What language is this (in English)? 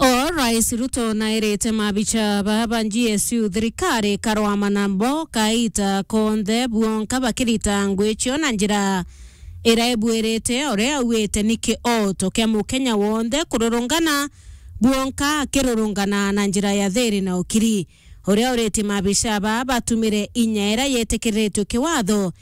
Meru